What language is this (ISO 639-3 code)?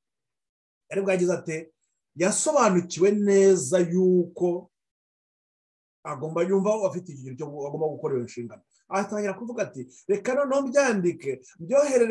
kin